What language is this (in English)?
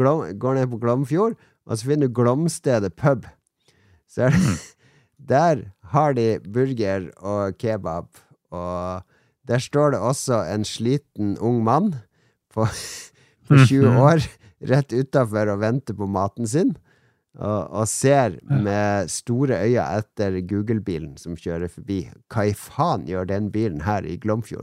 Norwegian